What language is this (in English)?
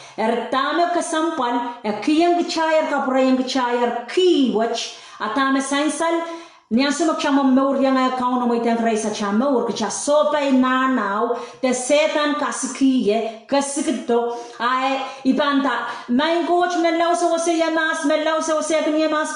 Pohnpeian